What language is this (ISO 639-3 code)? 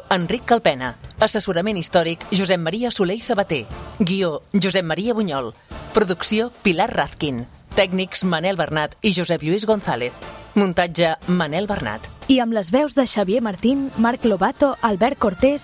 cat